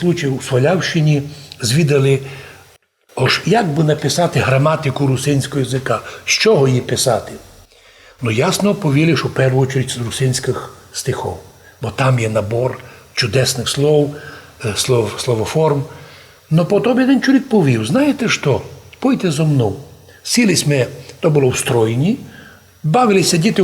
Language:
Rusyn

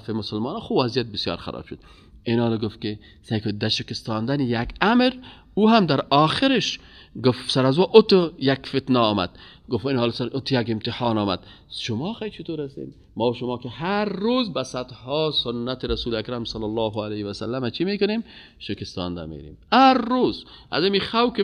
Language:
Persian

